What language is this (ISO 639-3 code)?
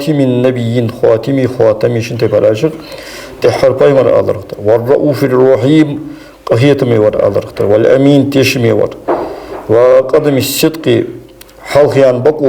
inh